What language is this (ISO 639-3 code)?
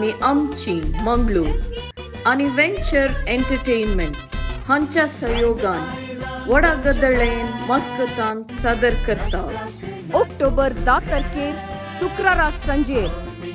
kok